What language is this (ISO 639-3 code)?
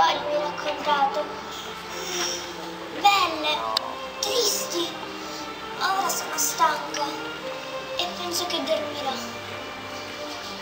ita